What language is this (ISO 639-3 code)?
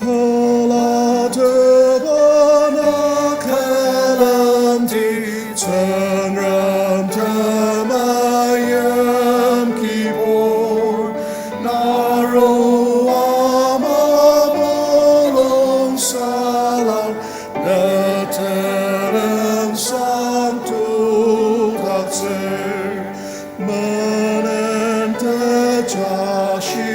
njo